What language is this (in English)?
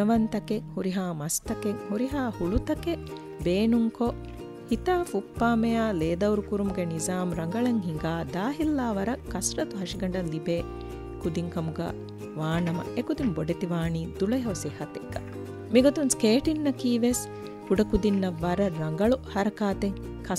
Divehi